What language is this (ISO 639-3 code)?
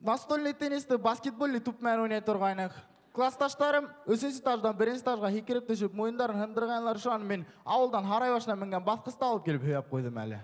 bak